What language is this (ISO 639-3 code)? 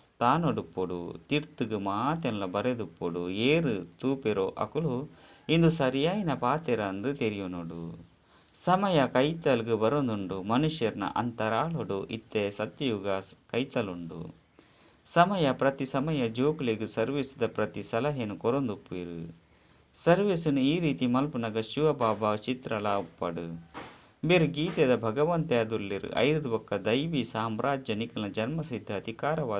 tcy